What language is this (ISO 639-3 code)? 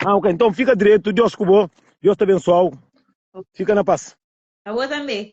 kea